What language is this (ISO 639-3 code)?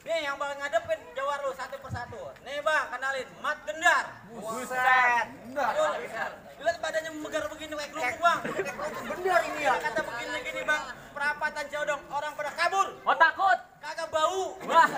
bew